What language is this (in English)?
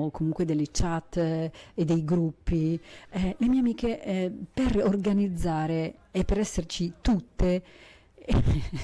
Italian